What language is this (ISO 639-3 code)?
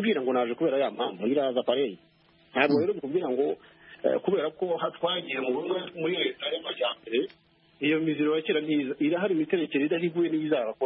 kin